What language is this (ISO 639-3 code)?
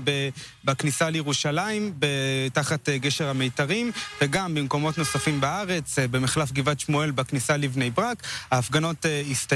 heb